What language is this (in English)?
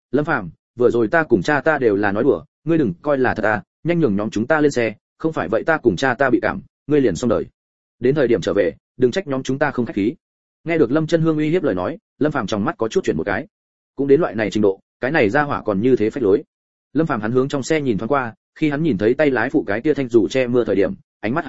Vietnamese